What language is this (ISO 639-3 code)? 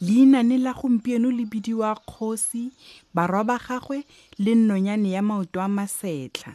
tsn